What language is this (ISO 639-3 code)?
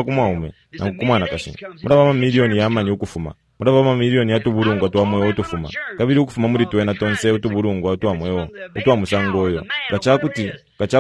bem